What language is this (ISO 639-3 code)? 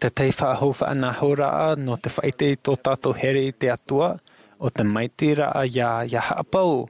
tah